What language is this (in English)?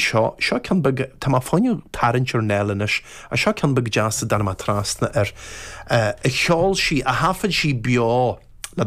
Irish